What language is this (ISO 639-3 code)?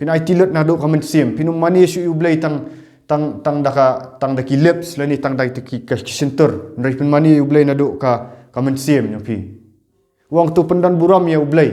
kha